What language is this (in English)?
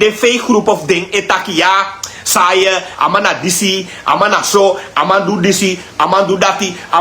Sranan Tongo